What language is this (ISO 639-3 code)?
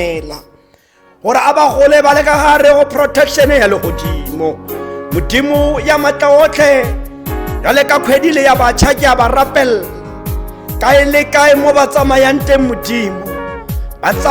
tsn